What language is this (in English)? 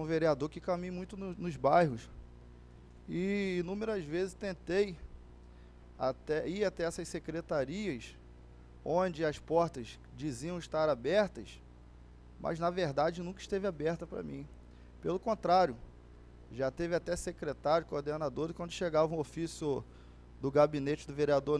Portuguese